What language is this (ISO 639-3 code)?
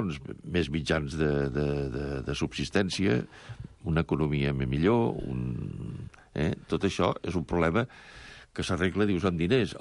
cat